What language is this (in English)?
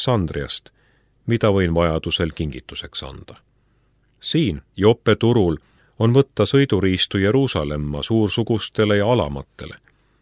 Estonian